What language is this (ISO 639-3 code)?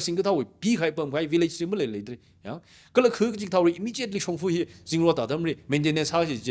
nmf